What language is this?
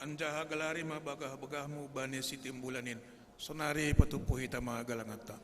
Batak Simalungun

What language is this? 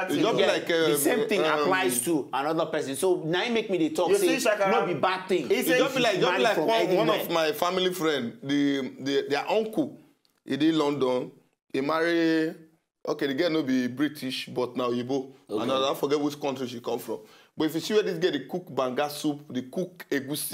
Nigerian Pidgin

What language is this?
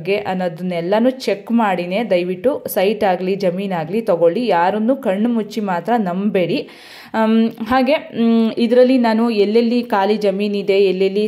Kannada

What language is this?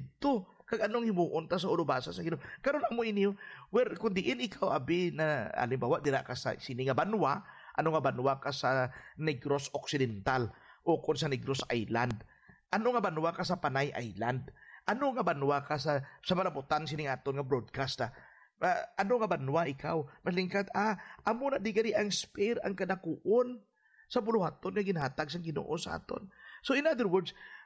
Hiligaynon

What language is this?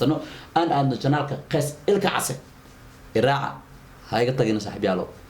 Somali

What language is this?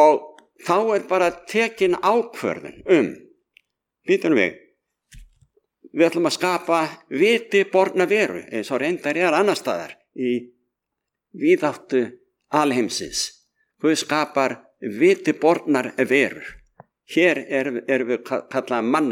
Icelandic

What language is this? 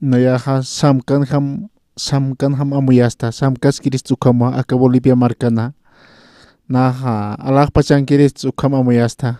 Aymara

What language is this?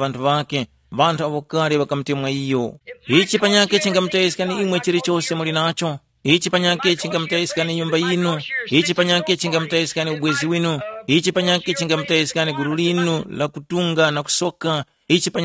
Tumbuka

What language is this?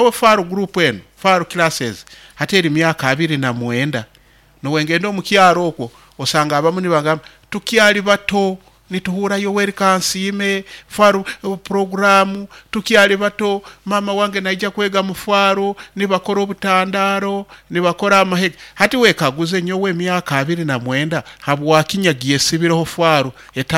Nyoro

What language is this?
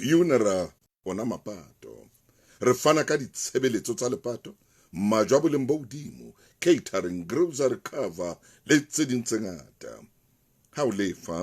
Southern Sotho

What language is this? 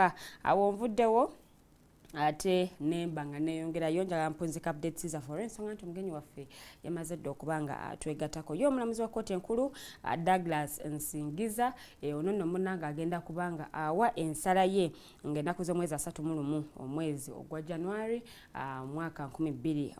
Ganda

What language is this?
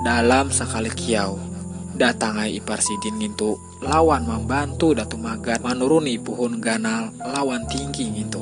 Banjar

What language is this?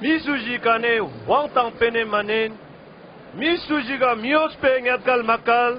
Ladakhi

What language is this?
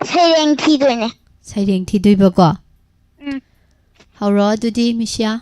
Manipuri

